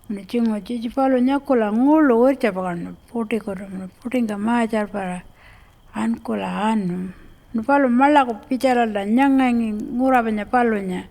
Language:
Pitjantjatjara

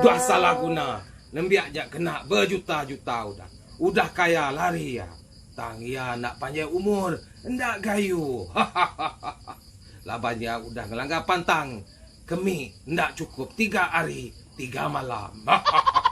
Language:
Iban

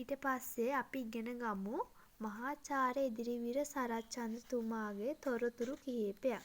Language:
Sinhala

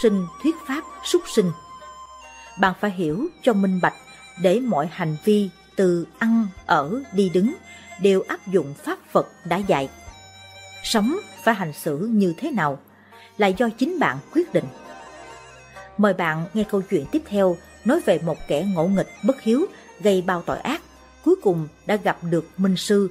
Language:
Vietnamese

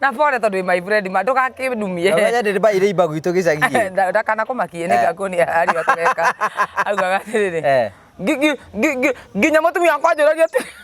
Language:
Kikuyu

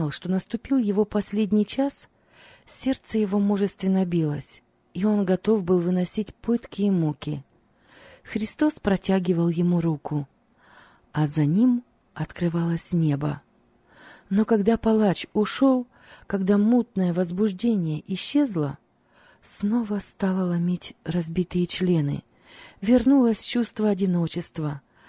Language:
Russian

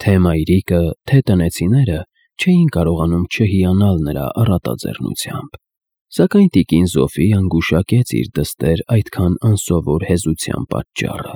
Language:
Armenian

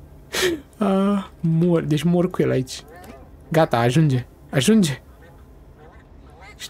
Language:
Romanian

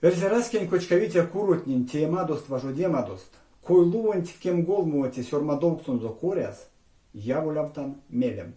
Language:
Erzya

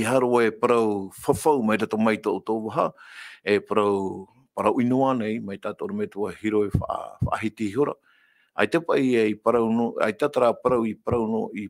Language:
Tahitian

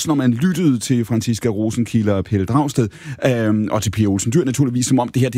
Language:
Danish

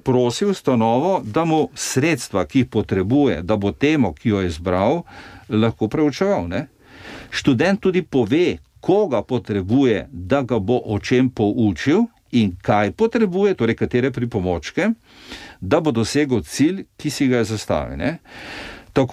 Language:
Slovenian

